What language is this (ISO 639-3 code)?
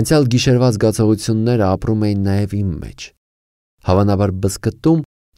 hye